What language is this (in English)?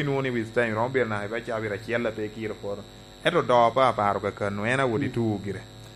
Lango (Uganda)